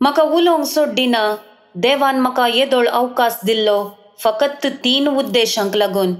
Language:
Konkani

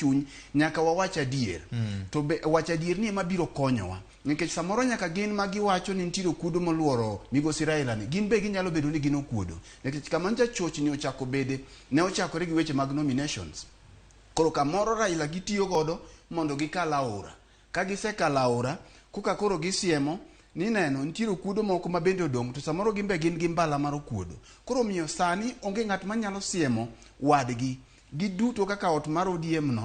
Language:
Luo (Kenya and Tanzania)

